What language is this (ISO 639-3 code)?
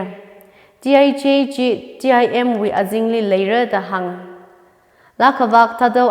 nmf